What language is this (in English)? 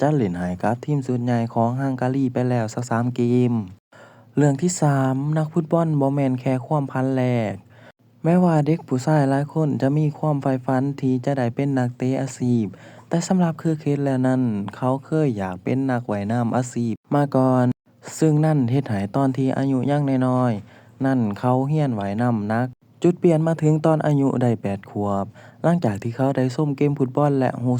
Lao